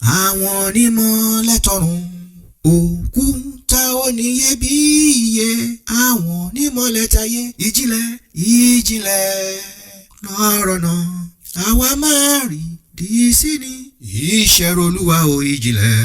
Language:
Yoruba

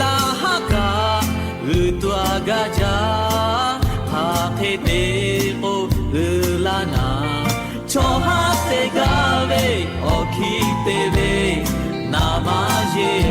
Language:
Lahu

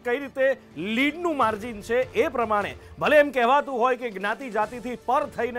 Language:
Gujarati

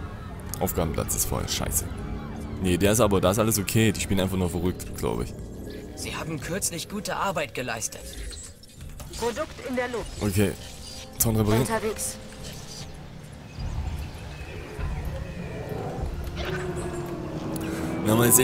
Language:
German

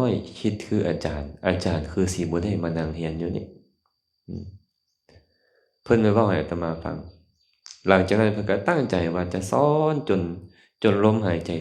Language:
Lao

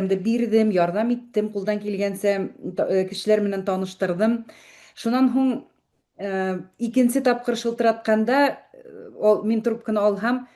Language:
Bashkir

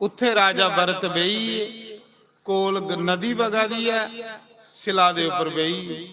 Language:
Dogri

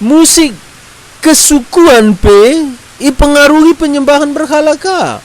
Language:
Batak Karo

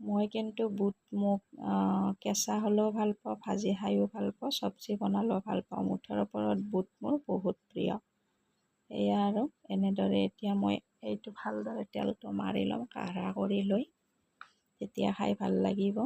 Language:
Assamese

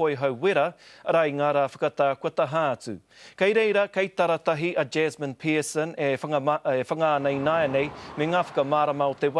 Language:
Māori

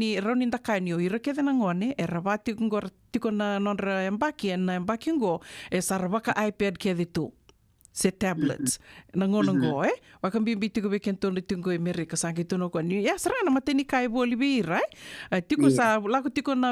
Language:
Fijian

